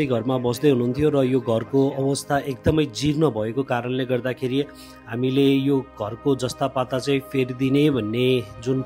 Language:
Nepali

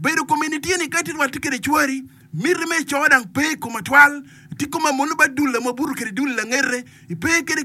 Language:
Acoli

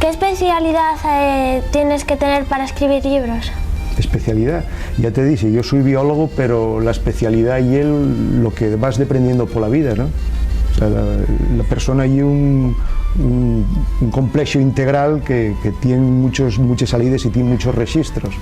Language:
Asturian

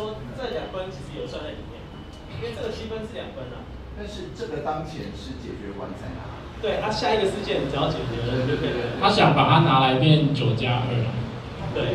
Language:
Chinese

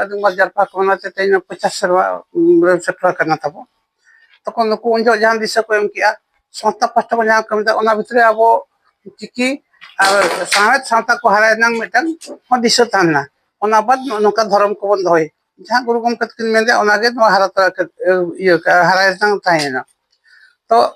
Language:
Santali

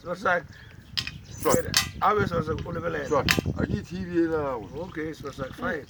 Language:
Northern Sotho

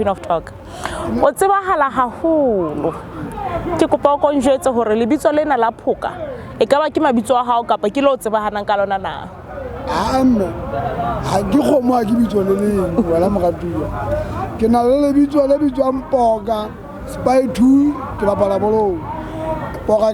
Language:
Southern Sotho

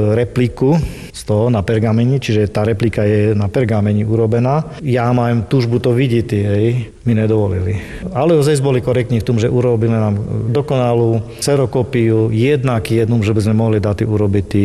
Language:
Slovak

